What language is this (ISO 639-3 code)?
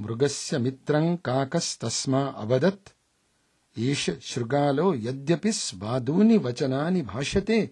san